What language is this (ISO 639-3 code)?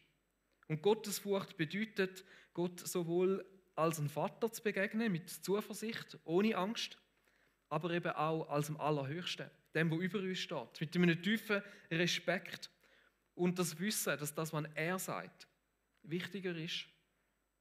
gsw